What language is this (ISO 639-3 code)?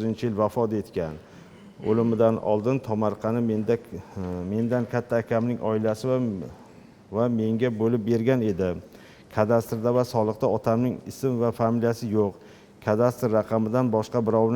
uzb